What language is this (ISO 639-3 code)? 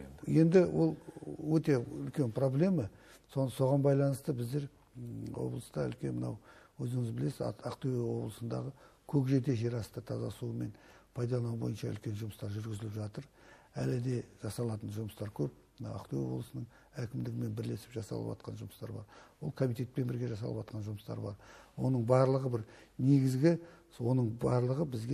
kaz